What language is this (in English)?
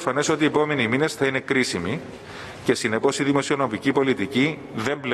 Greek